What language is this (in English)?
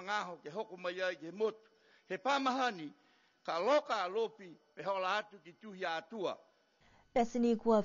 Niuean